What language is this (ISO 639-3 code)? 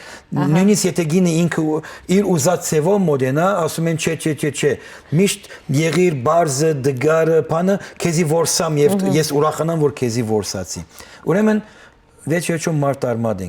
hyw